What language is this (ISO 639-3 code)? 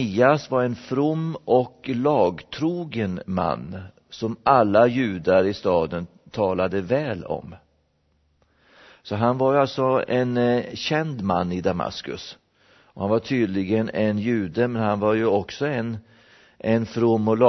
swe